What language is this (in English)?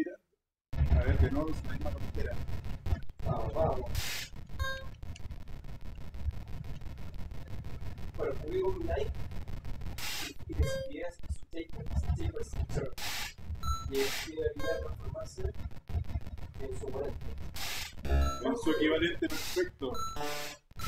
Spanish